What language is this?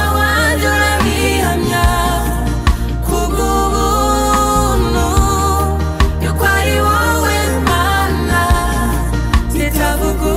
Kinyarwanda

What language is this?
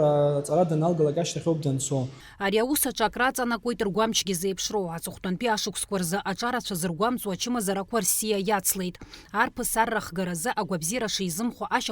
Abkhazian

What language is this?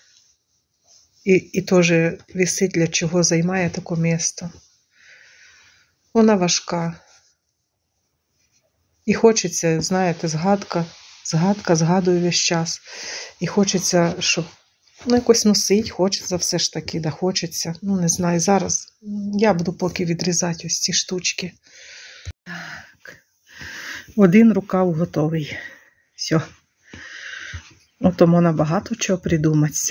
Ukrainian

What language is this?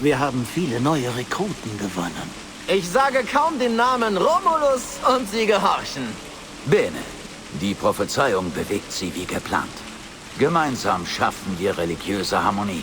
Bavarian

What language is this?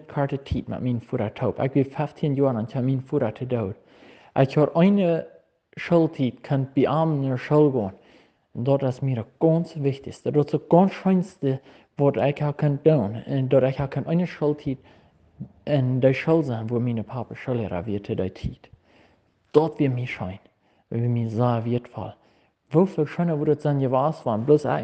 Plautdietsch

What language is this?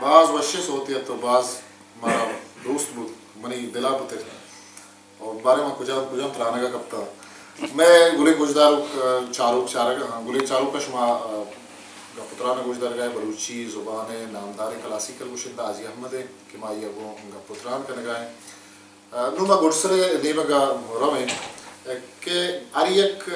Baluchi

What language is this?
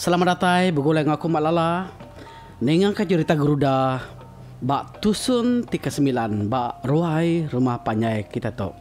Iban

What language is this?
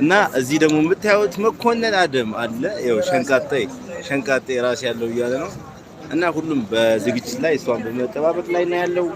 Amharic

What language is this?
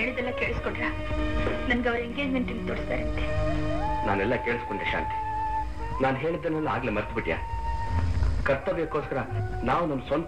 Kannada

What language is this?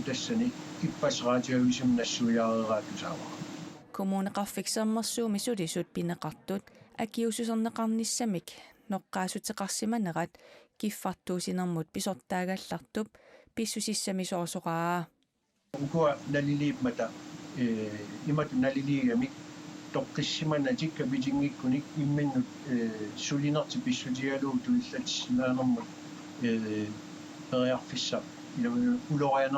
Kalaallisut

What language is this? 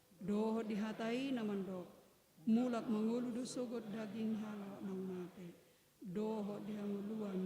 Batak Toba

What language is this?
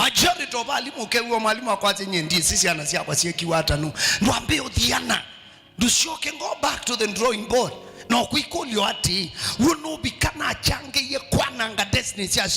Kamba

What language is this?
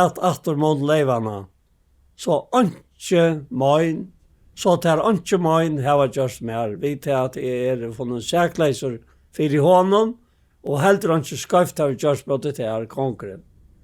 Faroese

